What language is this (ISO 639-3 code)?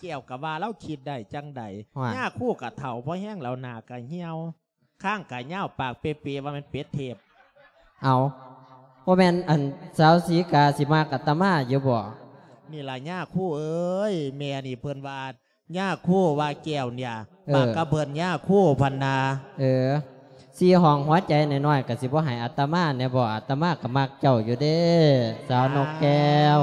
lao